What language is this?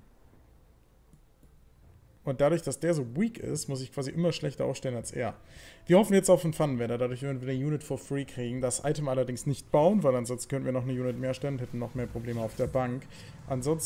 German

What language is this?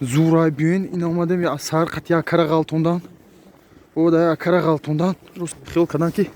Tajik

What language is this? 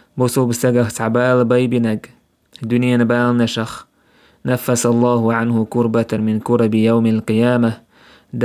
Chechen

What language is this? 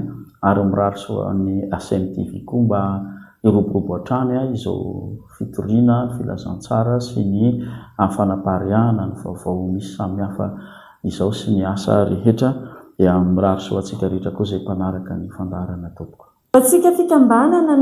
Malagasy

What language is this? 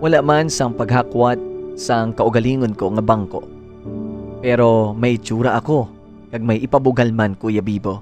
Hiligaynon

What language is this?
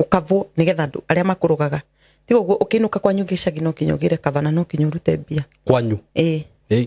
Kikuyu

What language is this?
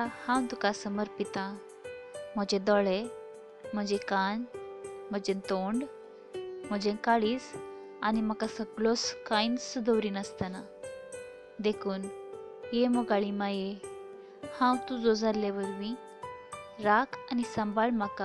Konkani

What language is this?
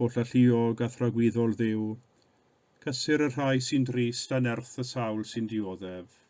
Welsh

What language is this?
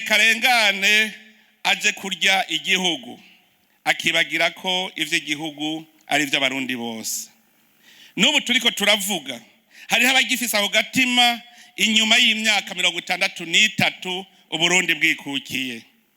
Rundi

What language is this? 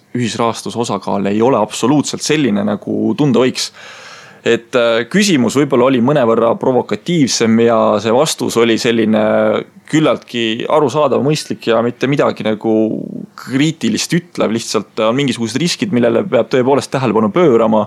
Estonian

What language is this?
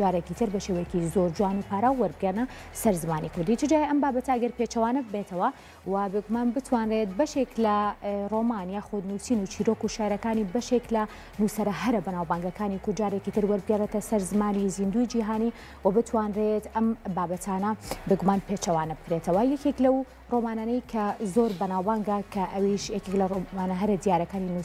Central Kurdish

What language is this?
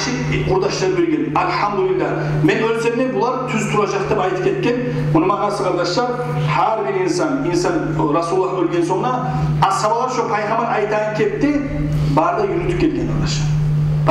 Kumyk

